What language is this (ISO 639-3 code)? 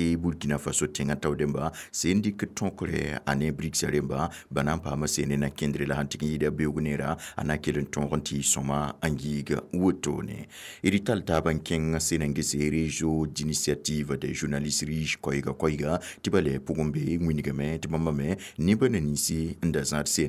mos